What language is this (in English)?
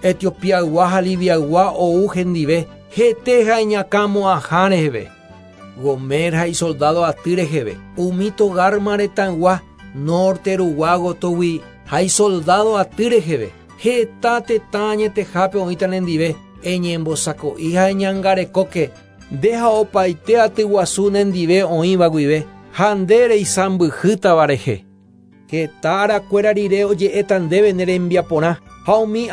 Guarani